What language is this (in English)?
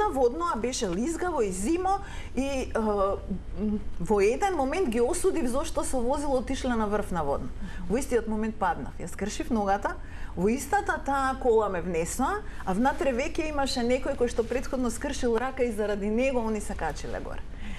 Macedonian